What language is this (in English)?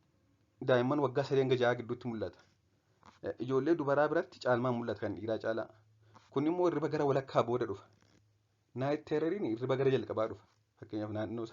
Oromo